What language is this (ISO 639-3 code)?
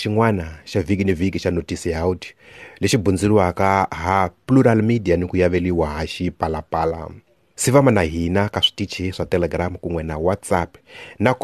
tso